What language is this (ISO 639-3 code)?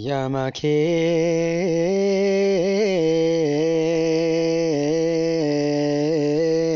orm